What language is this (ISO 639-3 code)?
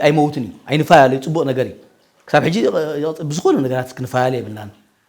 tir